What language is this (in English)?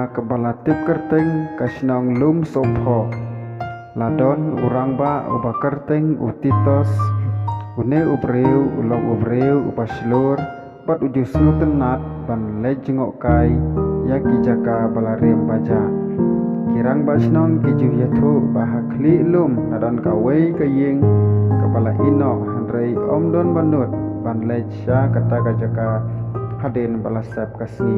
Khasi